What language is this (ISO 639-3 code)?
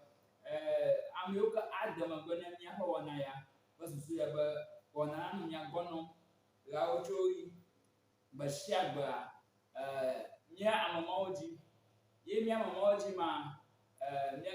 ewe